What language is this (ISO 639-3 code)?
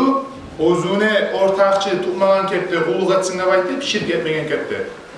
kum